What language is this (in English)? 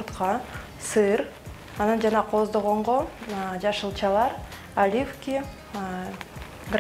Kyrgyz